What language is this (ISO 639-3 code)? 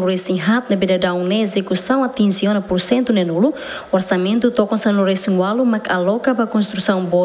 tet